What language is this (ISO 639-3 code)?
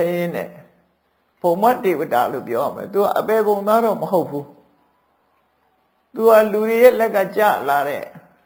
mya